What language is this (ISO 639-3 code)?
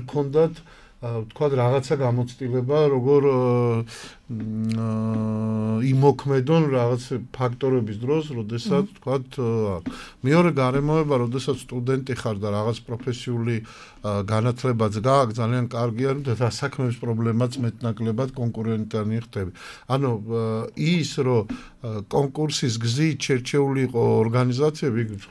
kat